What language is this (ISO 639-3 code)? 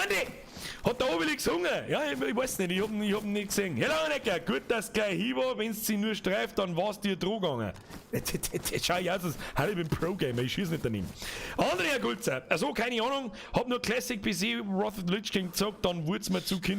bar